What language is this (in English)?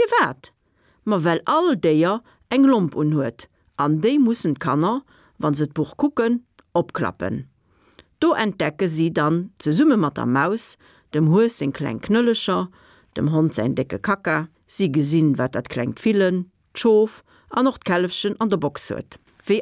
Luxembourgish